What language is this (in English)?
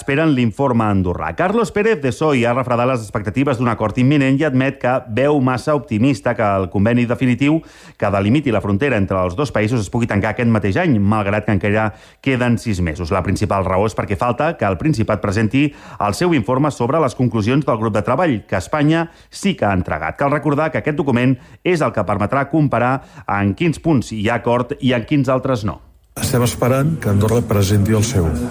Catalan